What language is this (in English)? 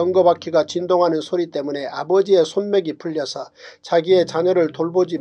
Korean